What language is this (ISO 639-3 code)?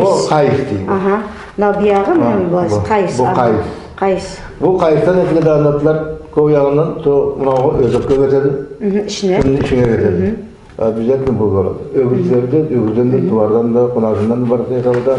nog